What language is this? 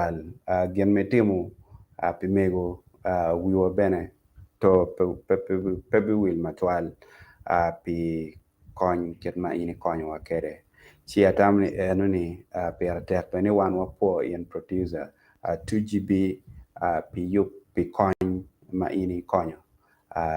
Acoli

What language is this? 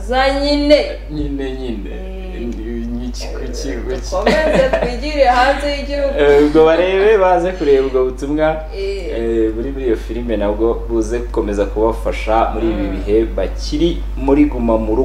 Kinyarwanda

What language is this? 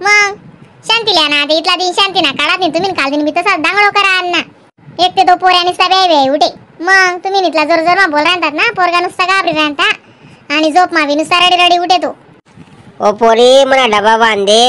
Khandesi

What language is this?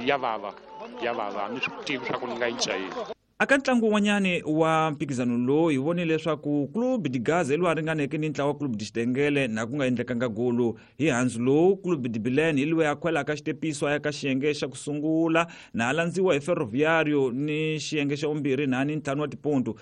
Tsonga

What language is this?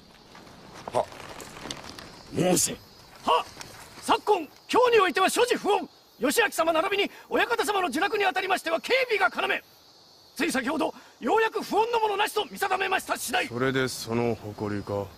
Japanese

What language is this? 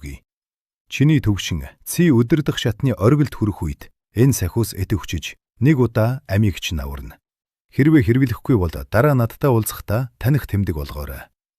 Mongolian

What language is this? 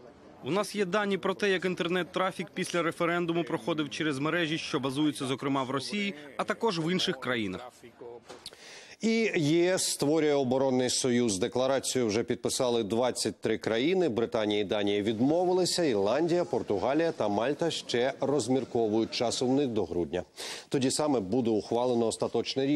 Ukrainian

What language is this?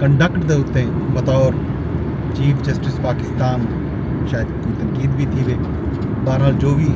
Saraiki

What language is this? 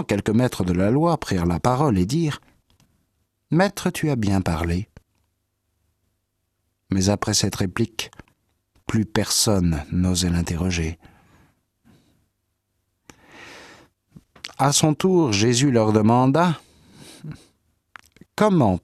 French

